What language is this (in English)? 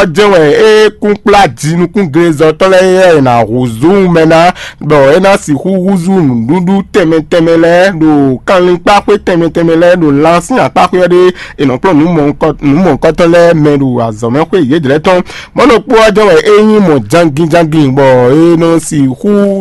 Fon